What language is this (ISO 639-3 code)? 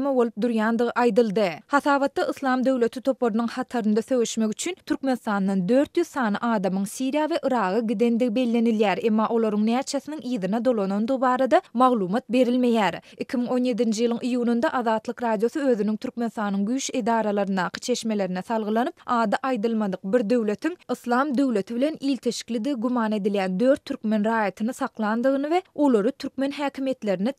tuk